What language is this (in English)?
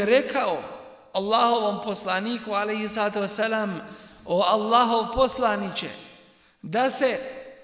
Bosnian